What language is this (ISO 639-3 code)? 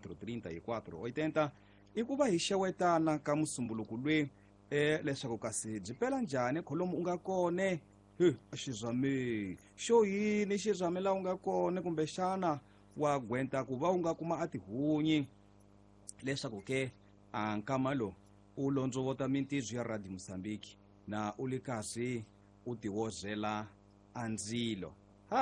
tso